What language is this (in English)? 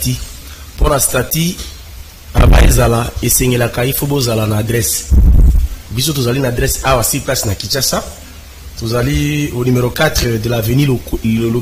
Lingala